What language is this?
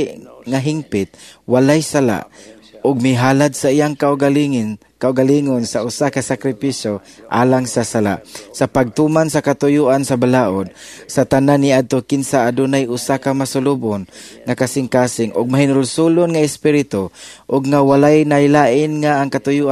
Cebuano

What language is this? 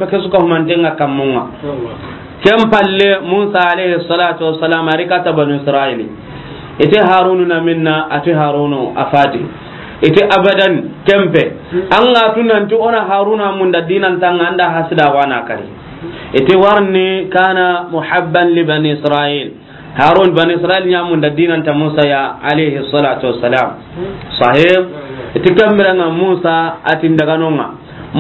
Soninke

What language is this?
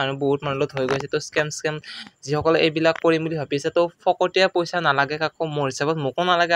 Assamese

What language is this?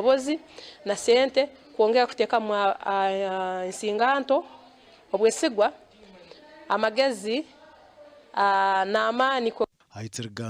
Nyankole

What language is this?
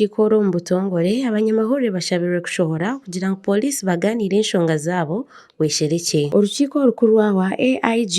Nyankole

